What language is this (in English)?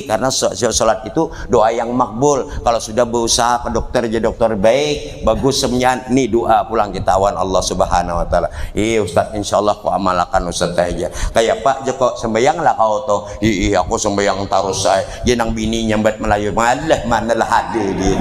Banjar